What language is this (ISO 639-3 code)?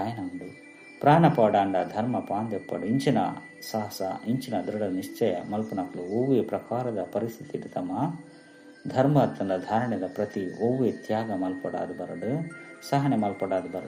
tcy